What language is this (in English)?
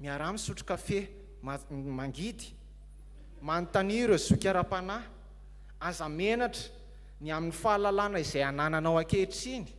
Malagasy